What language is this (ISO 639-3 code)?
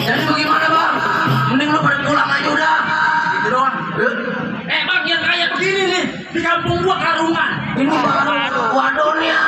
bew